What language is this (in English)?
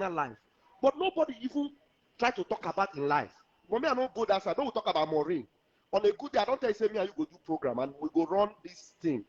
Nigerian Pidgin